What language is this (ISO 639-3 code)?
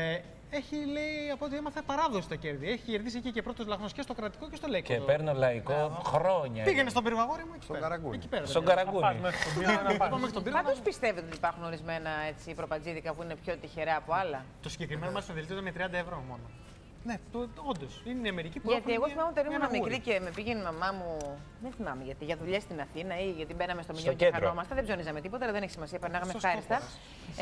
ell